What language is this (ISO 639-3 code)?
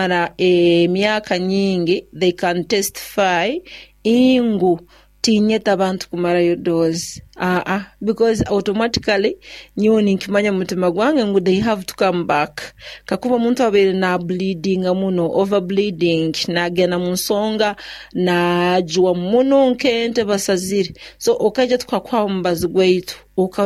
nyo